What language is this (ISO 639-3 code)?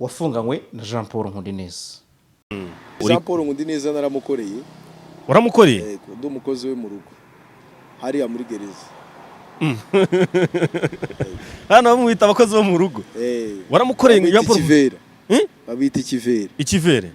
kin